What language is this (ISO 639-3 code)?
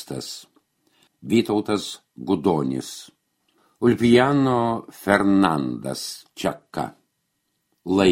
lit